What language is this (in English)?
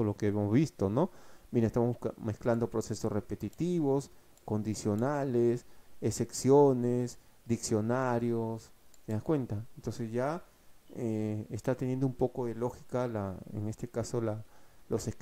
Spanish